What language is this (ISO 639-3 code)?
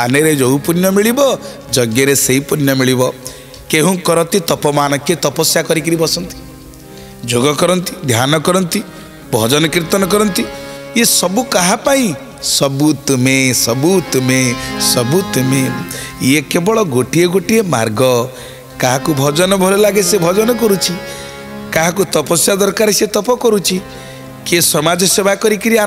ori